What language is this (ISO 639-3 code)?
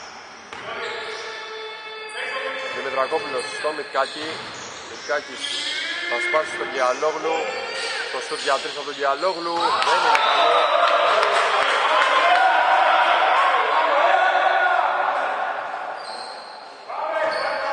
ell